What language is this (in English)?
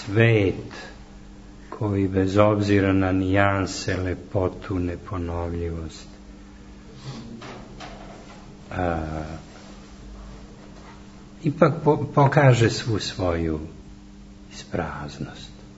Serbian